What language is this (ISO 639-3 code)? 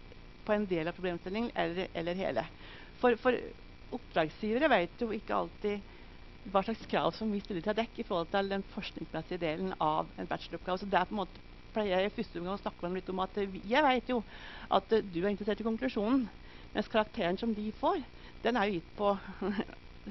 nor